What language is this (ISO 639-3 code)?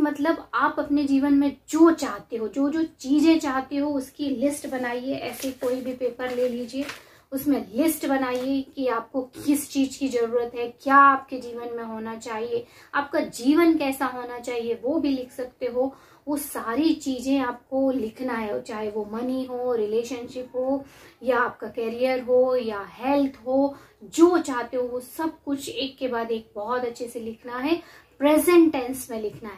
hin